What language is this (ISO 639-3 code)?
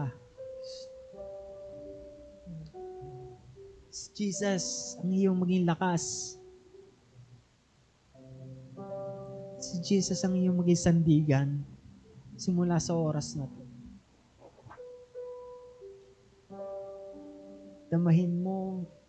fil